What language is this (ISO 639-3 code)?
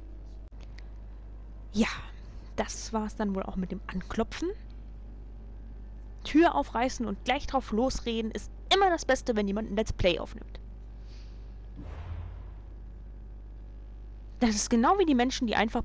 deu